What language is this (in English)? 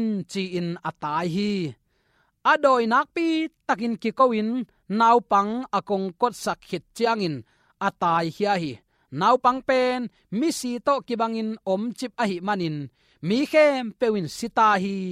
Tedim Chin